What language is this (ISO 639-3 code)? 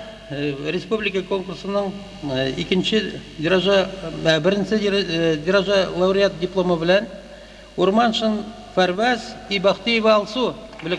bak